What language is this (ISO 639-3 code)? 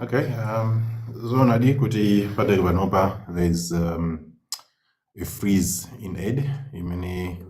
nya